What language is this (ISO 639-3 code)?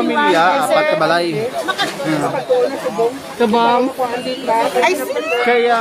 hil